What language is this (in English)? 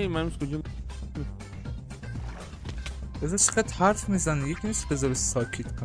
Persian